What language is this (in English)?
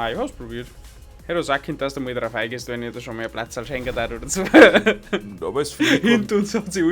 Bavarian